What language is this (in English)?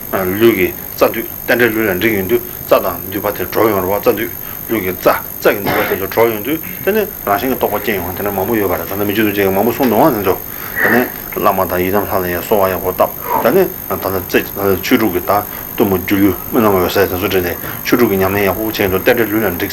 Tibetan